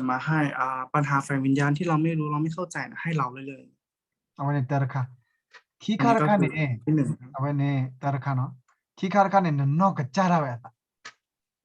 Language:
S'gaw Karen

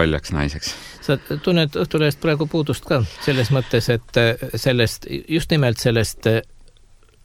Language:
Estonian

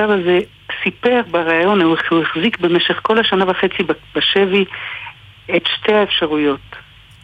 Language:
Hebrew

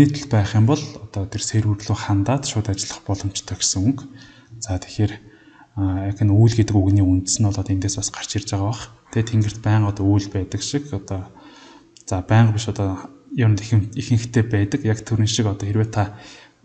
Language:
Mongolian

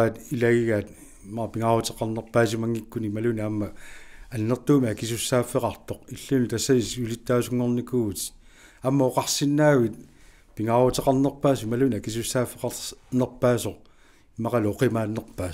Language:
Kalaallisut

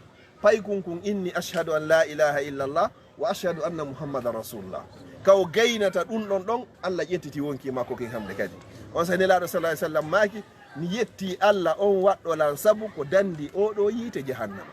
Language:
Fula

